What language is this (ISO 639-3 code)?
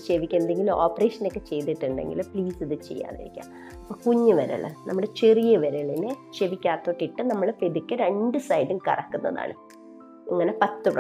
mal